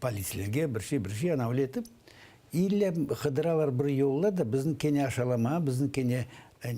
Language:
Crimean Tatar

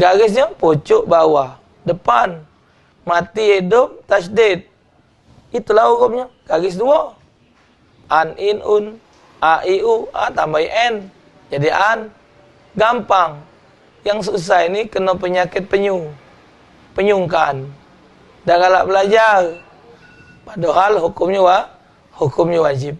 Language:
Musi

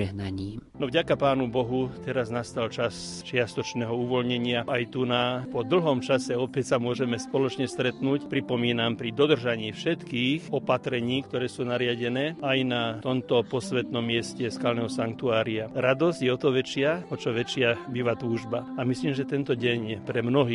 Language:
Slovak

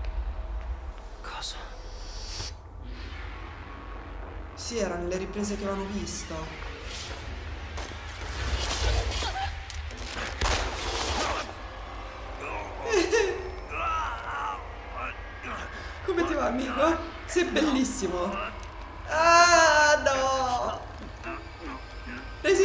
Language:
Italian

